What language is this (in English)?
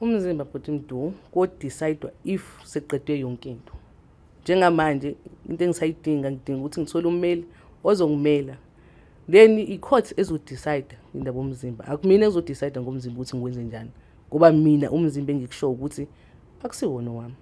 Zulu